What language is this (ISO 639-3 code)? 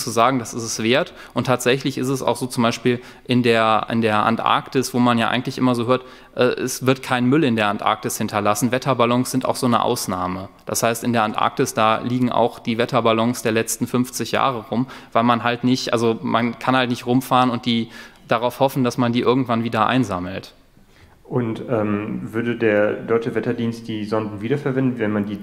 deu